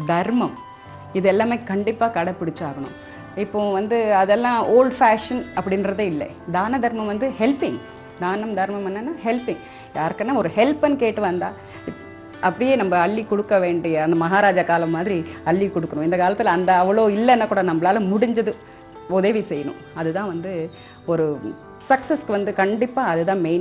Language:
Tamil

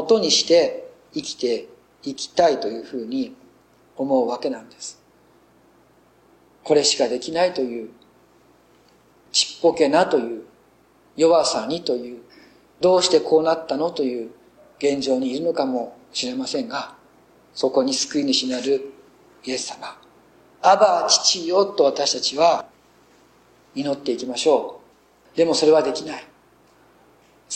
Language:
Japanese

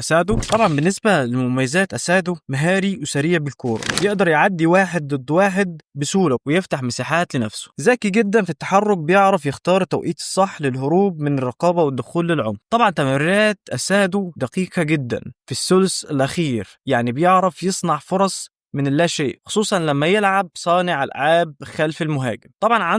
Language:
Egyptian Arabic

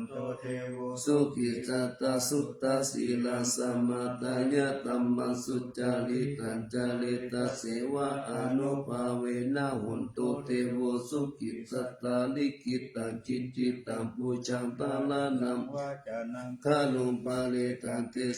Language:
Pali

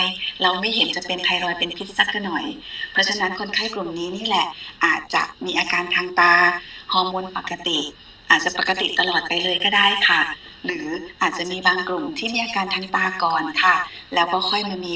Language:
Thai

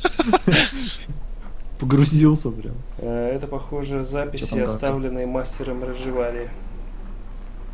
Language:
Russian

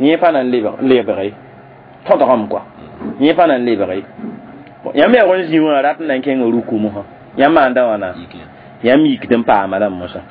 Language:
Mossi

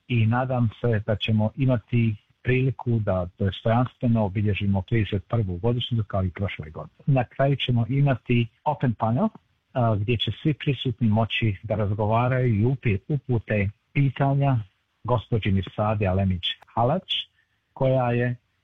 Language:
Bosnian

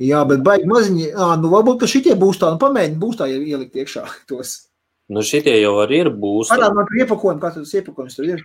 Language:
Latvian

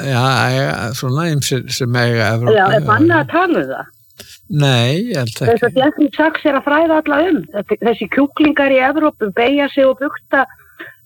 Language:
Icelandic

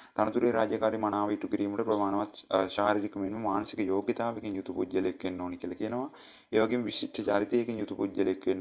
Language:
Sinhala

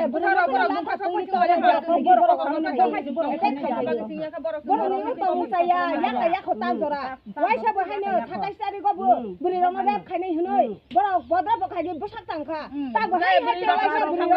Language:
Kok Borok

